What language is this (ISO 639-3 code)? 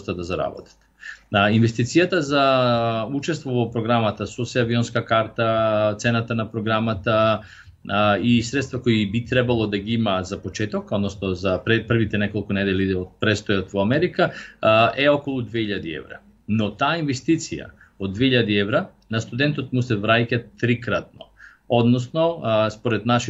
mkd